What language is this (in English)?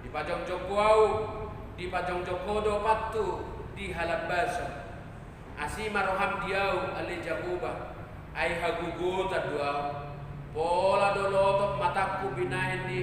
Batak Toba